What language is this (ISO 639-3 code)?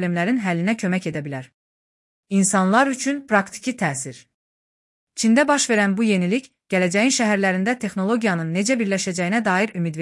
aze